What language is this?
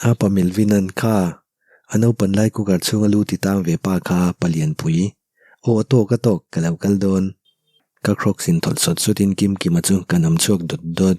Mizo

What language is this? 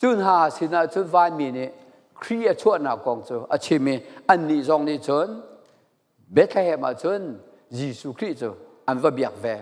Falam Chin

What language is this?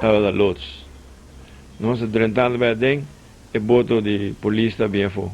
Papiamento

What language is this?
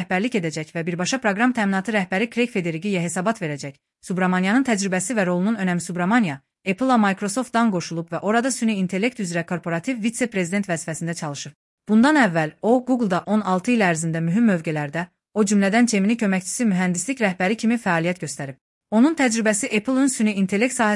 Azerbaijani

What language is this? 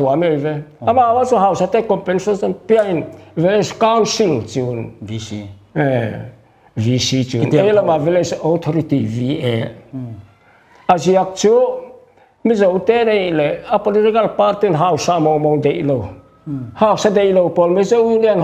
Paite Chin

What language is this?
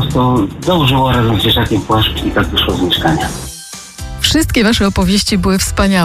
Polish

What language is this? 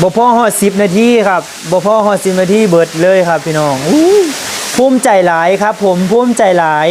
Northeastern Thai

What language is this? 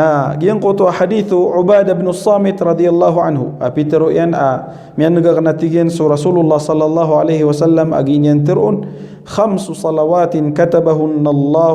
Maranao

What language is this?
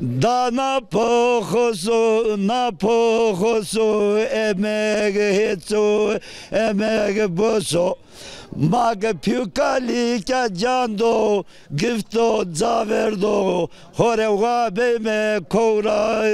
Zaza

